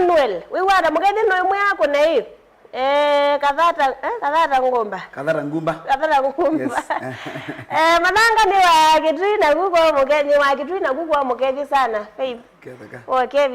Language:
Kamba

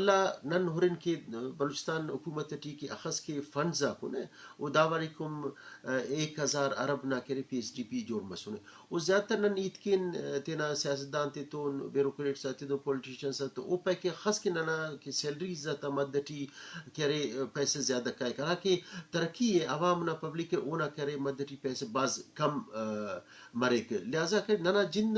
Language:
Eastern Balochi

